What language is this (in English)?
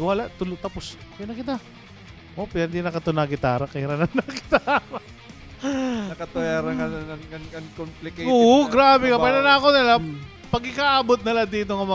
Waray